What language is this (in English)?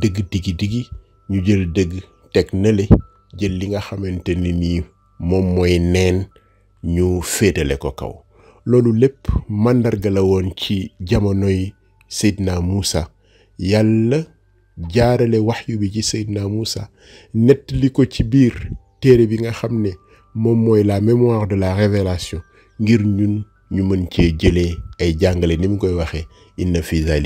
Wolof